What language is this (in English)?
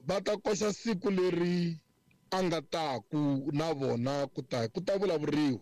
Tsonga